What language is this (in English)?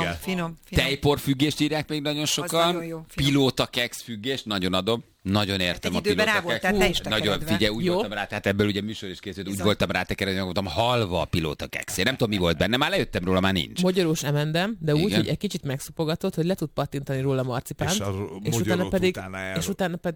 Hungarian